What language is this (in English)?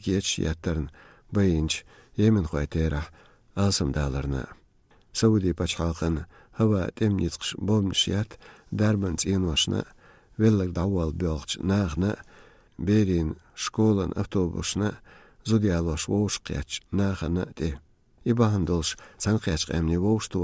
Chechen